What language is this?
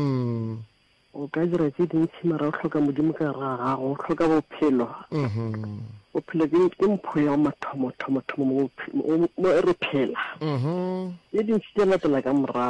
Northern Sotho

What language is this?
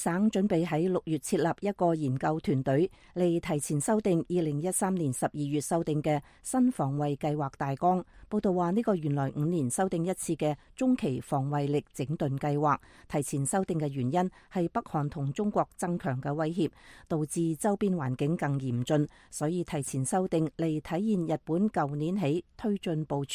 Cantonese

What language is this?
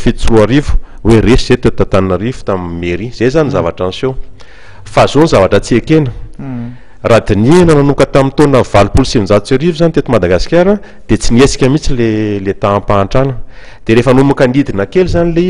Malagasy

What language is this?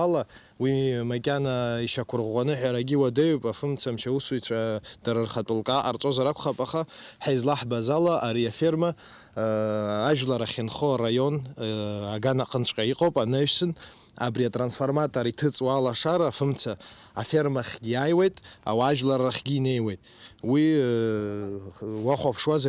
Abkhazian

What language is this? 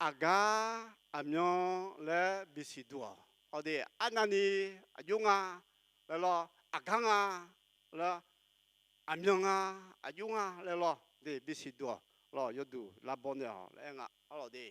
Akha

